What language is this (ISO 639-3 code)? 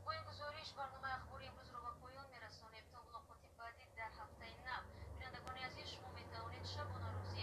tgk